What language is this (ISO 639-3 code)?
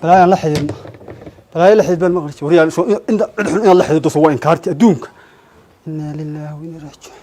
som